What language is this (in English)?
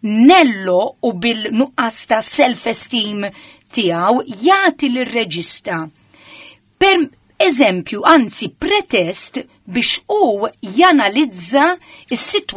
Maltese